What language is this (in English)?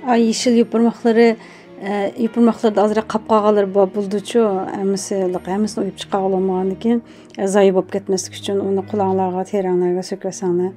Uyghur